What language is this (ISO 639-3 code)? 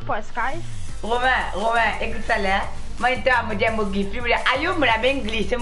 mfe